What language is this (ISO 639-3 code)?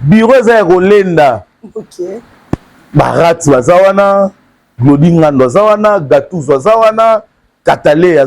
lin